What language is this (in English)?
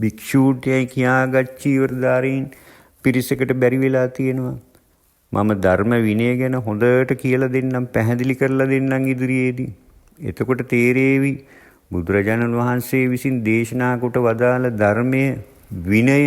Sinhala